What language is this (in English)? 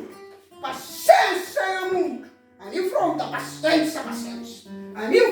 Kabuverdianu